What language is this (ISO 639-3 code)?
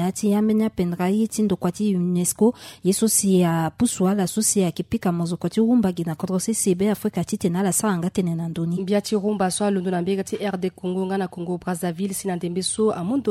sag